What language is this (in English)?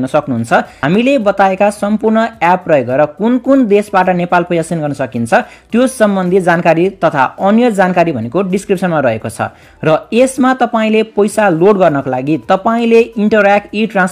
Nepali